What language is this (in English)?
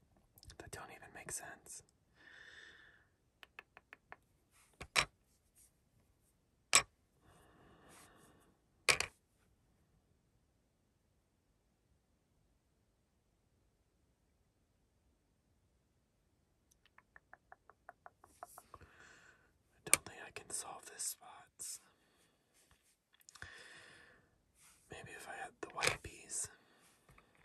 English